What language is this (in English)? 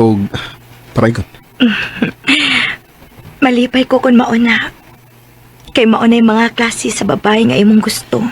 Cebuano